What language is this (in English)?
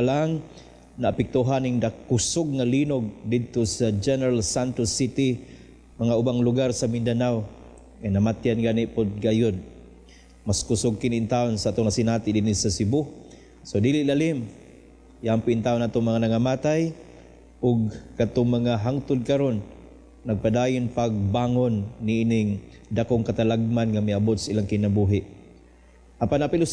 Cebuano